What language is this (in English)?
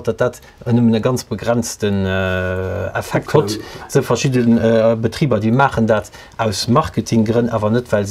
Luxembourgish